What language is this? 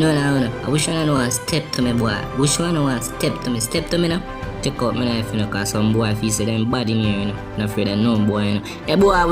Jamaican Creole English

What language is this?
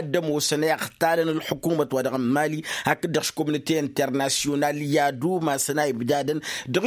Tamasheq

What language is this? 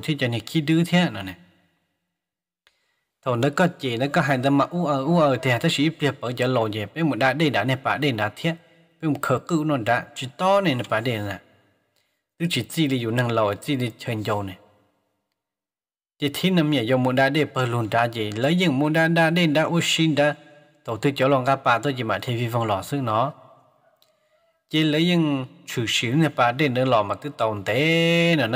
Vietnamese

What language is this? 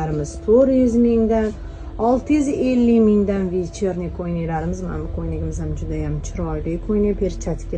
Uzbek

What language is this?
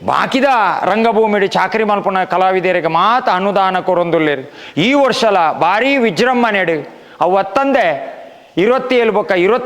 Tulu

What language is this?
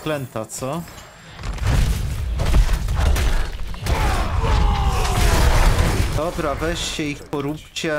Polish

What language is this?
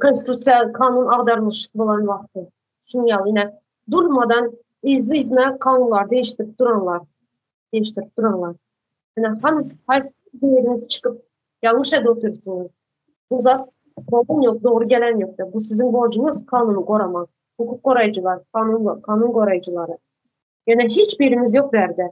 Turkmen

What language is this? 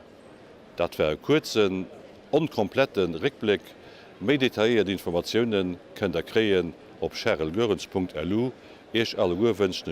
Luxembourgish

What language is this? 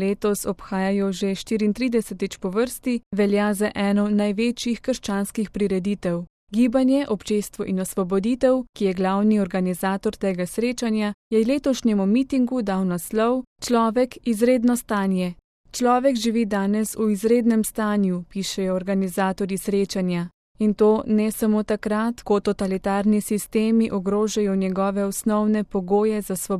Slovenian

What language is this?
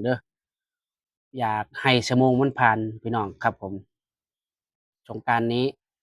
Lao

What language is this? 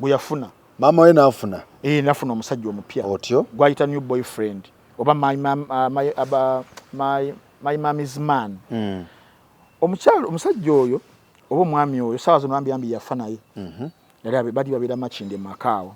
Ganda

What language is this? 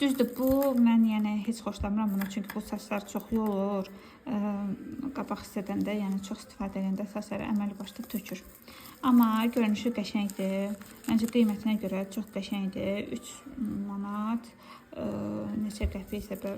Azerbaijani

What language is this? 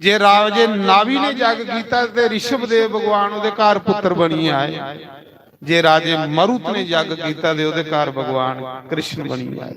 Dogri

